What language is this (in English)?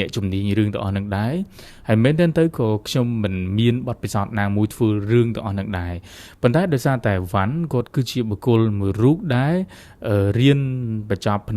Khmer